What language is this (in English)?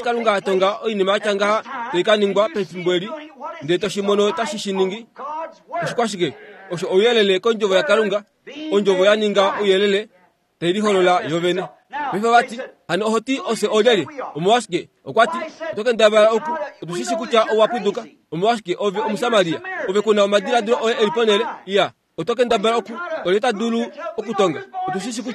Kuanyama